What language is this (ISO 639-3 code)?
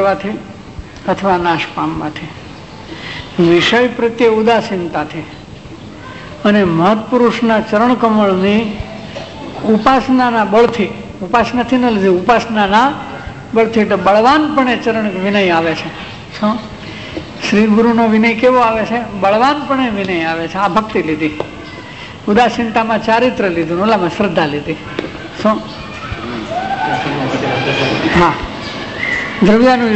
guj